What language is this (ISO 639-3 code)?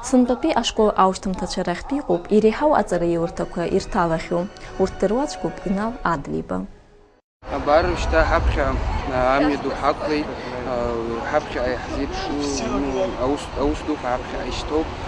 abk